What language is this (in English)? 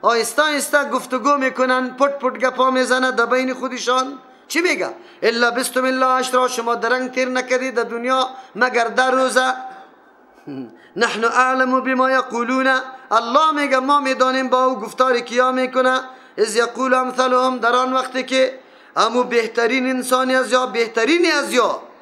Persian